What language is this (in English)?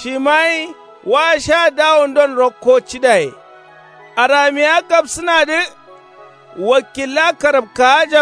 Kanuri